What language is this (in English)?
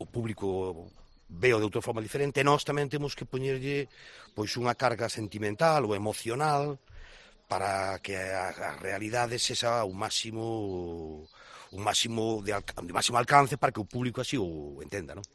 Galician